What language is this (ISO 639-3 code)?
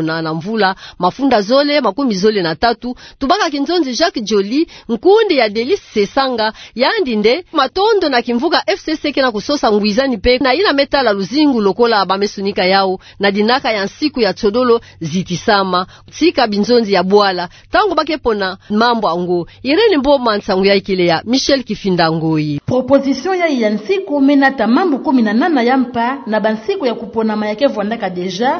ktu